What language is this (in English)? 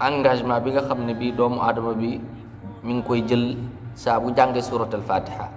Wolof